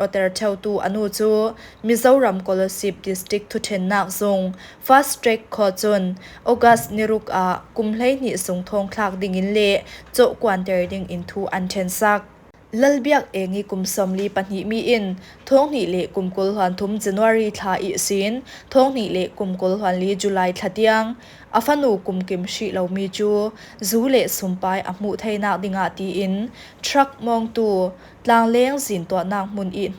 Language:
Falam Chin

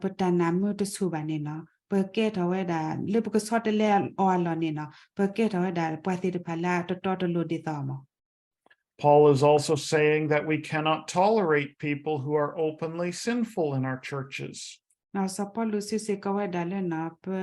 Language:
S'gaw Karen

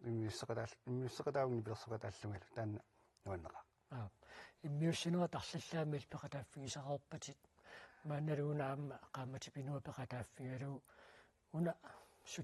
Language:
Kalaallisut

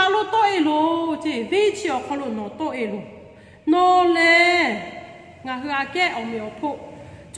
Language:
Lahu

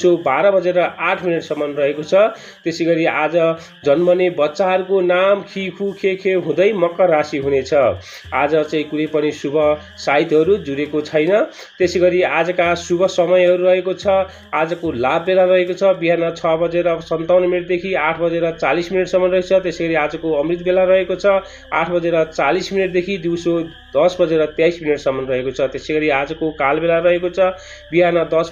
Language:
Nepali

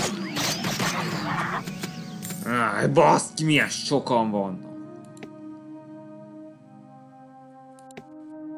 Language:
Hungarian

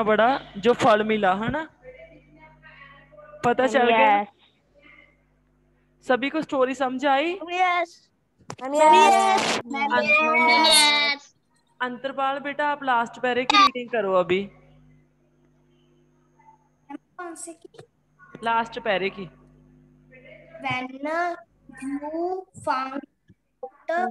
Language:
Hindi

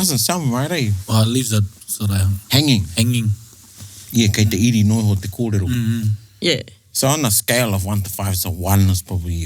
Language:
Māori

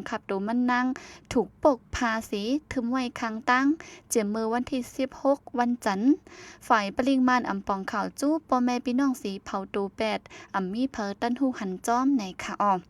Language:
Shan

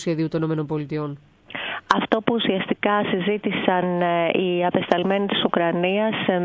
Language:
Greek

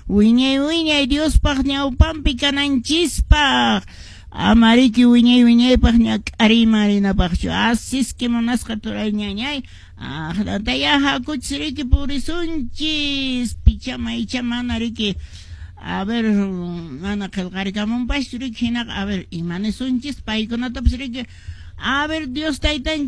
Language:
Quechua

